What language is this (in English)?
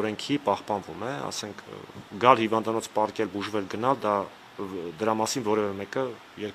Armenian